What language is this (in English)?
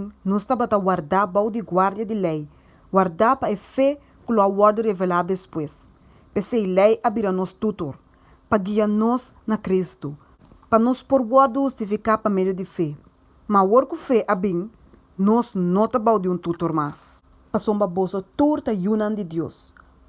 Papiamento